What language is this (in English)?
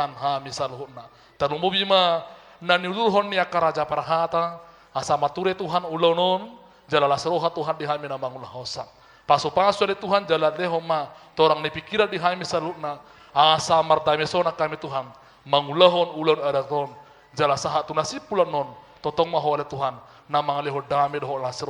Batak Toba